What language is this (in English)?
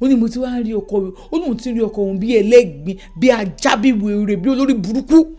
Yoruba